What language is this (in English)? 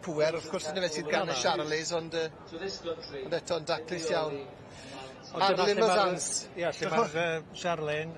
Welsh